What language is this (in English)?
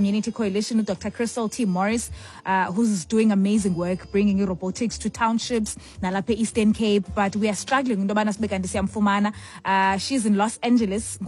Xhosa